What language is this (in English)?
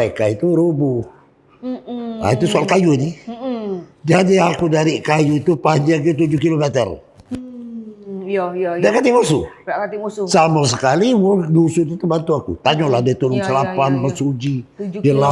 Musi